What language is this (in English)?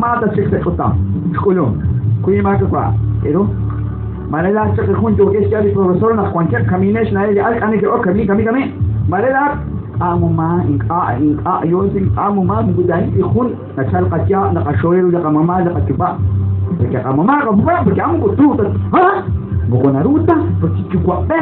Kekchí